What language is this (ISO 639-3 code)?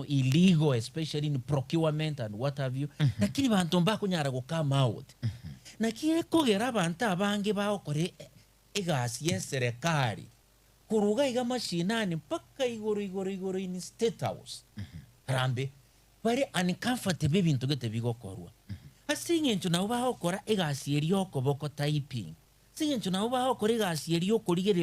guz